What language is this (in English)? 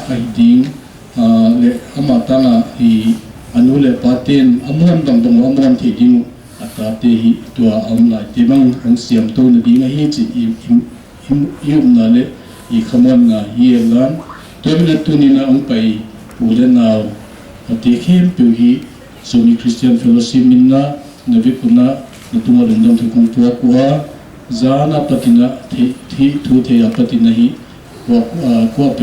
Paite Chin